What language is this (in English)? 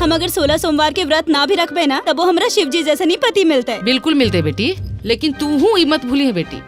Magahi